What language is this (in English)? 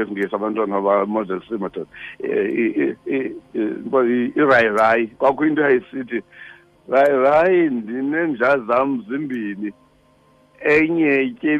Xhosa